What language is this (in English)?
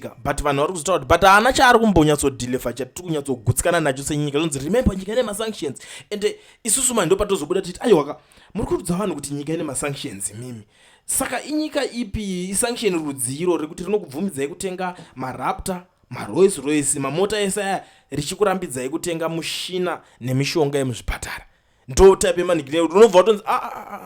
Shona